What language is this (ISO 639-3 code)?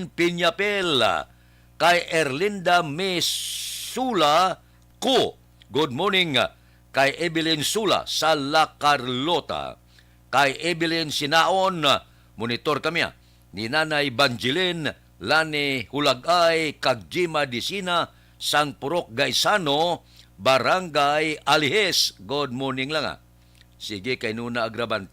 hil